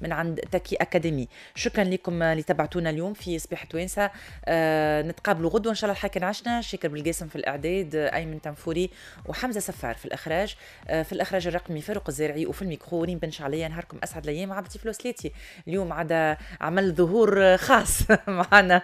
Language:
Tunisian Arabic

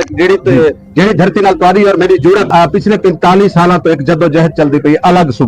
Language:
Saraiki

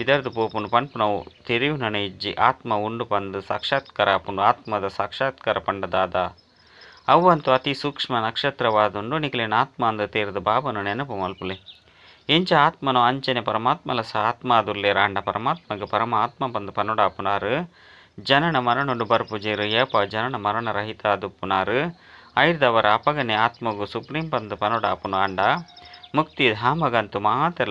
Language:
Tulu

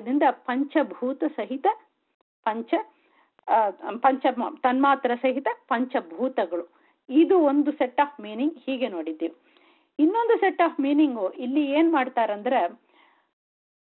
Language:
Kannada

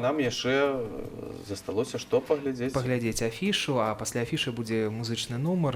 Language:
Belarusian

